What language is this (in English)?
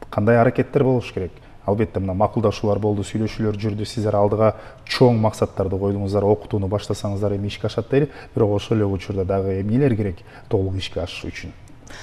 Kyrgyz